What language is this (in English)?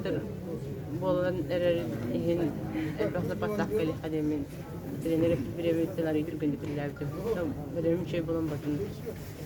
Yakut